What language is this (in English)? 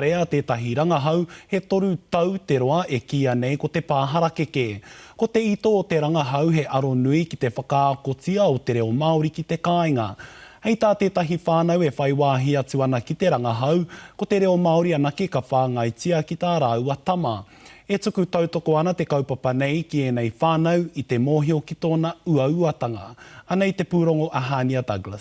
Māori